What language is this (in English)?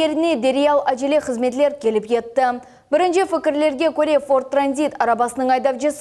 Crimean Tatar